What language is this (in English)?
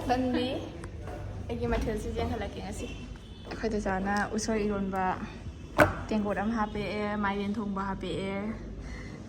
Manipuri